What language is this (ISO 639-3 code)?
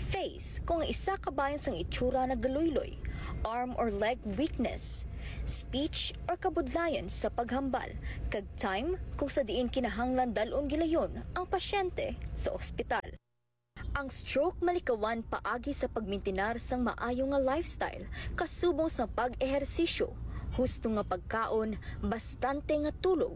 hil